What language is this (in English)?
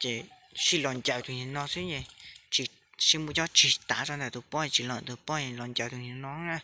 Hmong